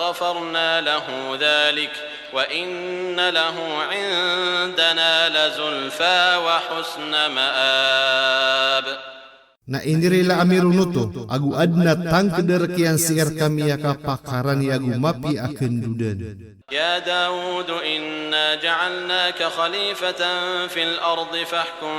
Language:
Maranao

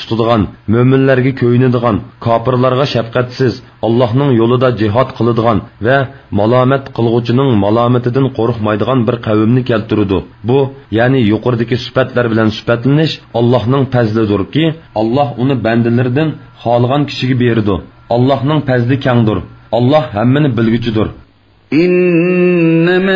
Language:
Uyghur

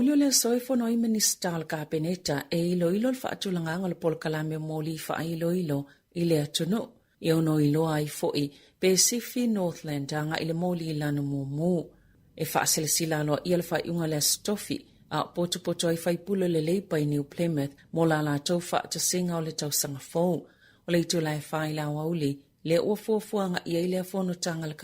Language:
Samoan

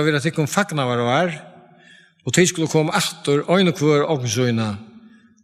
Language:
Faroese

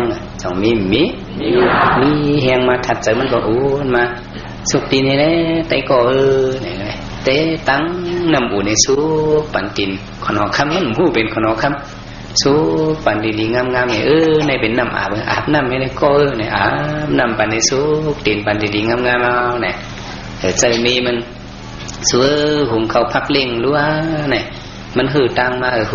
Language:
Shan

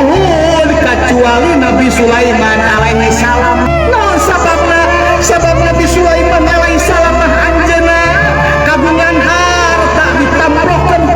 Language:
Sundanese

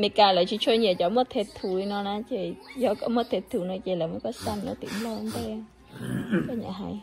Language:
Hmong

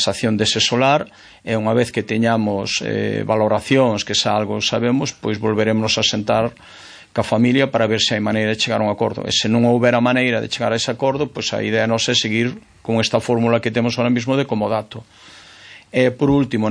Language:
Galician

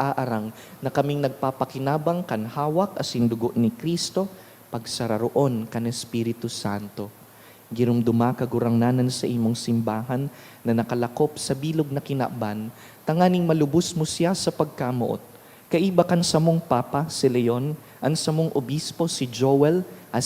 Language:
Bikol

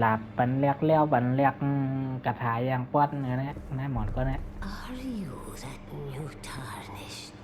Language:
Shan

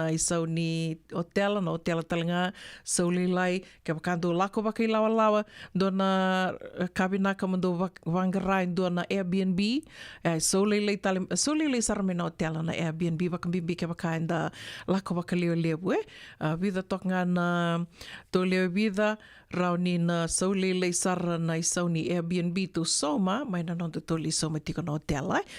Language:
Fijian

